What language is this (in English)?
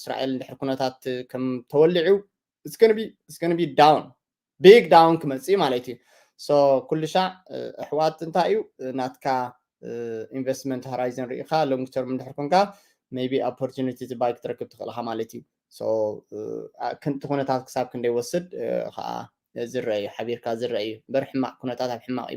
Tigrinya